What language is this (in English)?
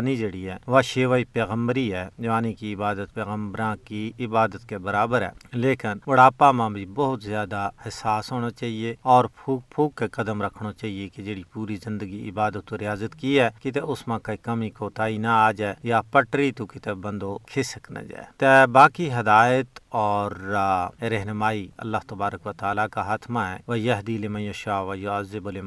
Gujari